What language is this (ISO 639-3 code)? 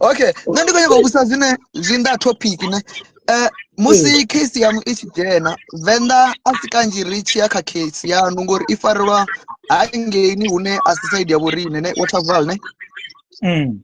ven